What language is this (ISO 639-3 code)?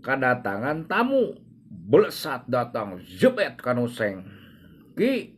sun